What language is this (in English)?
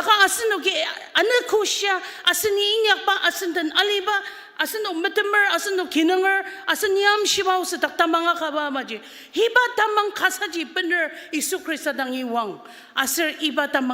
Ao Naga